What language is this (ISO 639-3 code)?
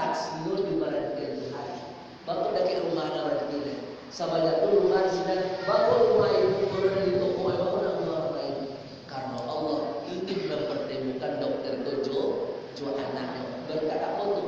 min